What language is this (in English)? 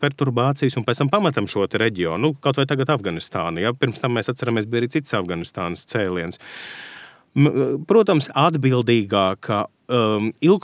Latvian